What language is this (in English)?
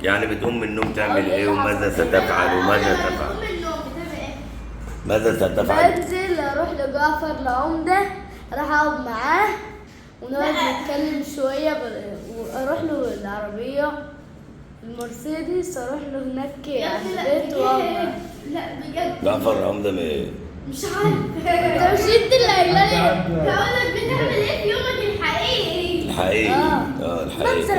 Egyptian Arabic